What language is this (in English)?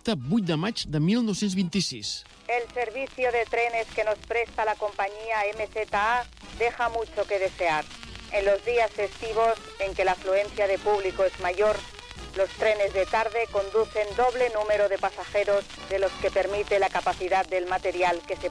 Catalan